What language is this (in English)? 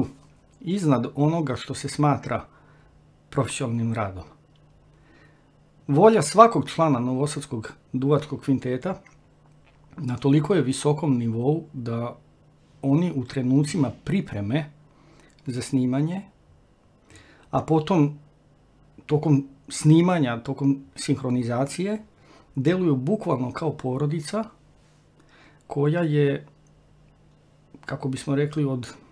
Serbian